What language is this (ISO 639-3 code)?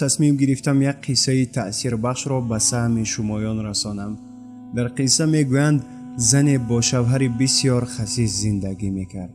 tgk